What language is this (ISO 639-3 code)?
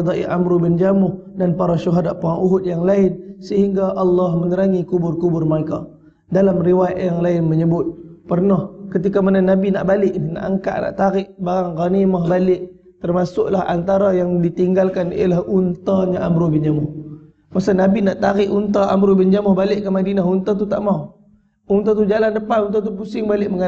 msa